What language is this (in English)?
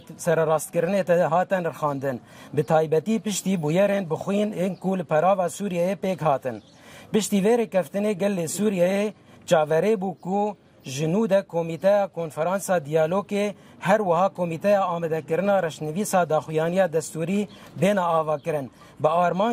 Kurdish